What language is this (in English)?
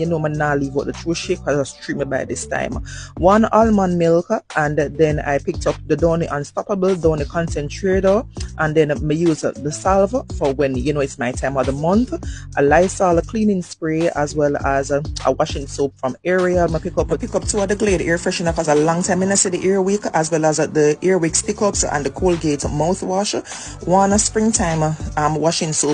Jamaican Creole English